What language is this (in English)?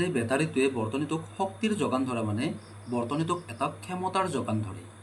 Assamese